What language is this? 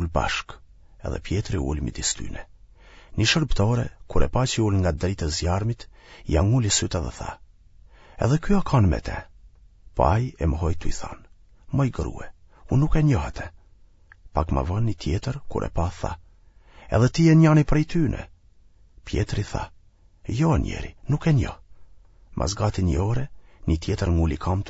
Albanian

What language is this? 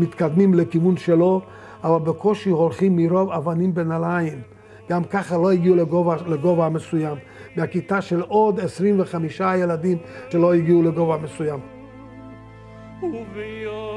Hebrew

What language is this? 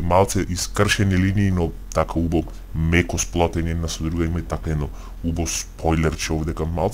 Macedonian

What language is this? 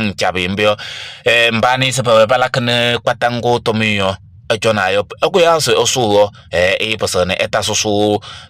Kabiyè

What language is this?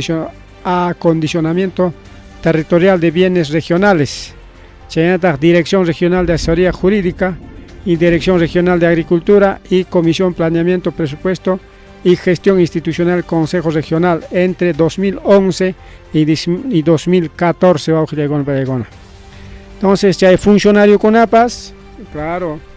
Ayacucho Quechua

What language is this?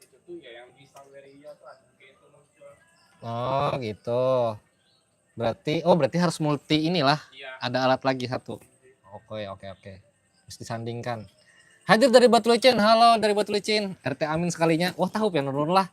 Banjar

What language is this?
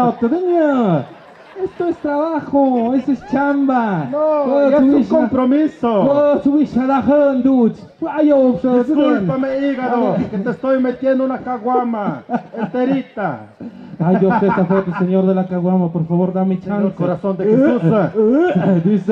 Tlahuitoltepec Mixe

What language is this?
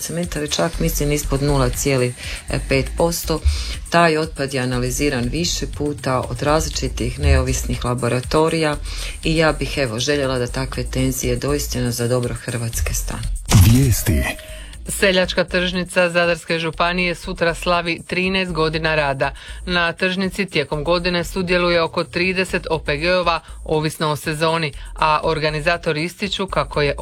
Croatian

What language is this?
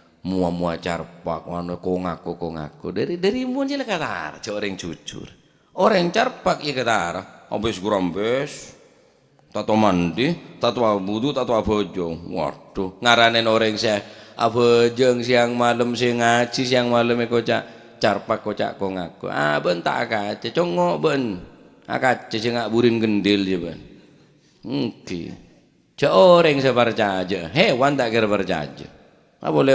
Madurese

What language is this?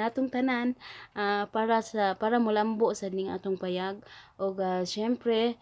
Cebuano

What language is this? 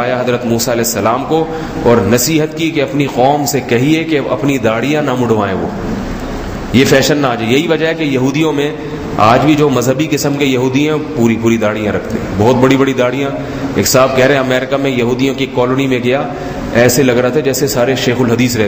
Urdu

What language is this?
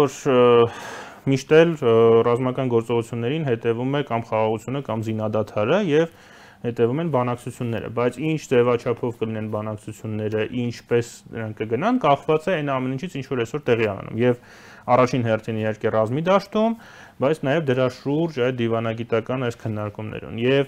Armenian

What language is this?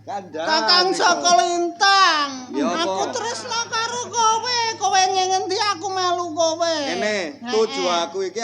Javanese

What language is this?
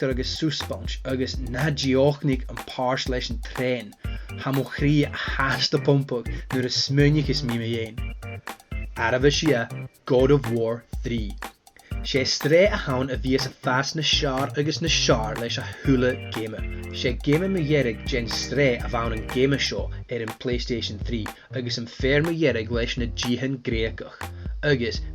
Scottish Gaelic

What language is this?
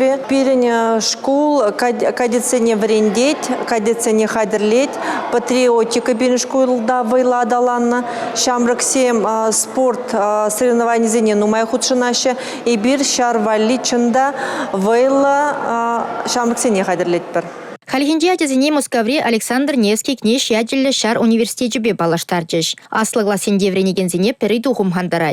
Chuvash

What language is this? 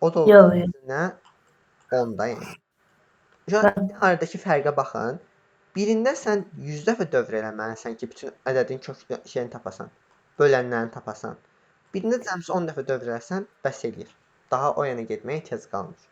Azerbaijani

